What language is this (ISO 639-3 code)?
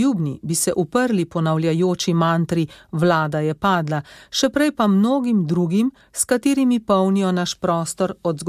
slv